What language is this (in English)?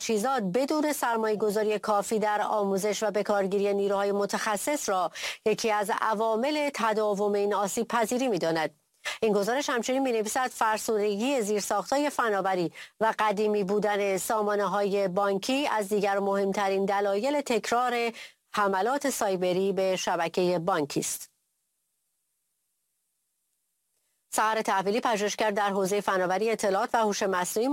Persian